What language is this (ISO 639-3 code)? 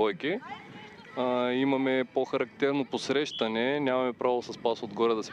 bul